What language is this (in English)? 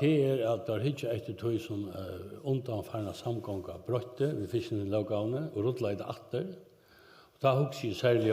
Faroese